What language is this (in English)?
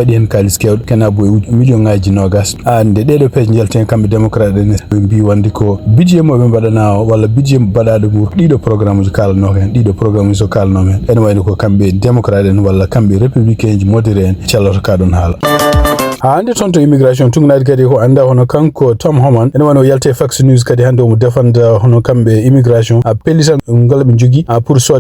Fula